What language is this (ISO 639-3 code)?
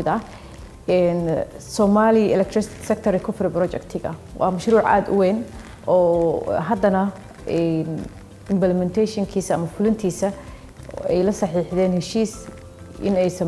som